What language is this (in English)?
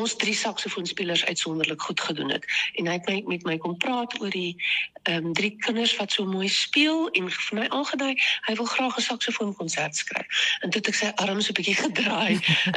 Afrikaans